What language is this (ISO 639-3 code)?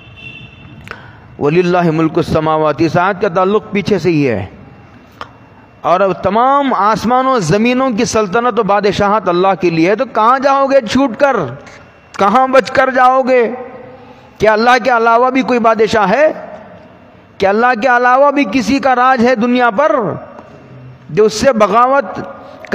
urd